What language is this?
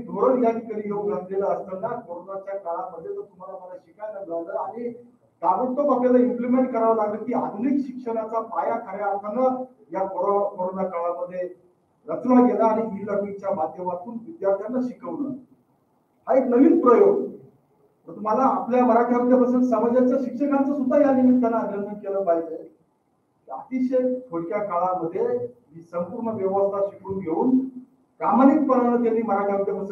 Marathi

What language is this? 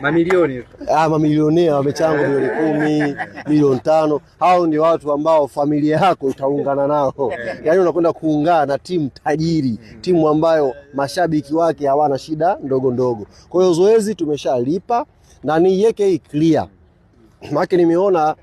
Swahili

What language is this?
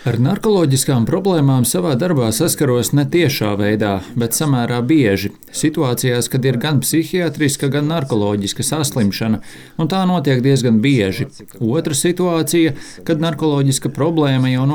Latvian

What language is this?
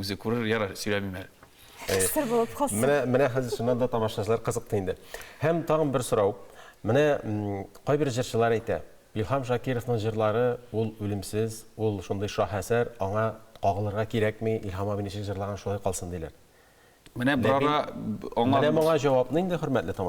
Tatar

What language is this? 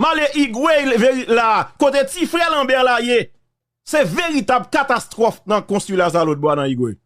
Haitian Creole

